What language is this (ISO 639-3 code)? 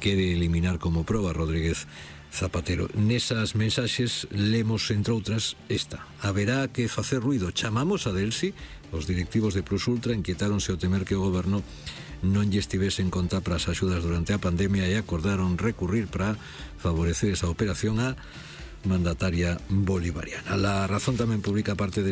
glg